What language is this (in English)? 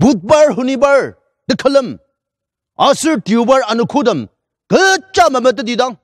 Ao Naga